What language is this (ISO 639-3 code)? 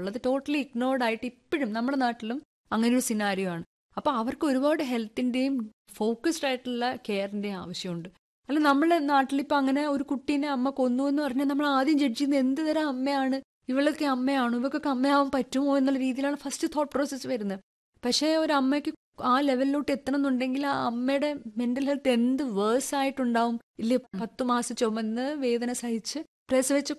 mal